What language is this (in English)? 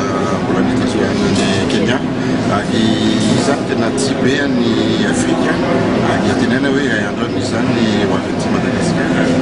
Malagasy